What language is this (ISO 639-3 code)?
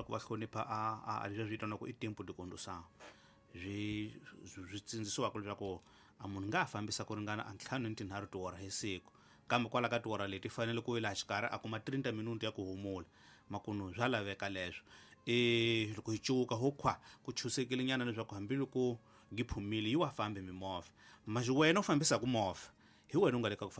tso